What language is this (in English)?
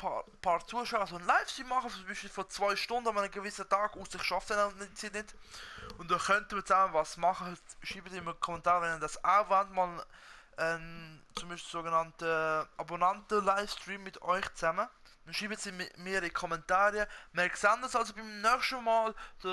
Swiss German